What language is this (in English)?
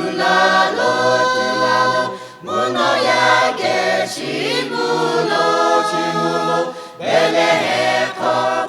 Lahu